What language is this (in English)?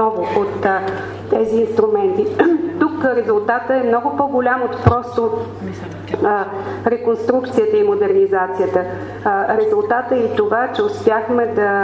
Bulgarian